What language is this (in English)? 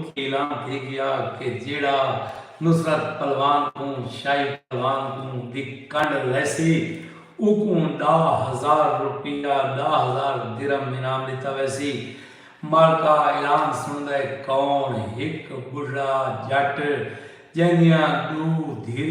Saraiki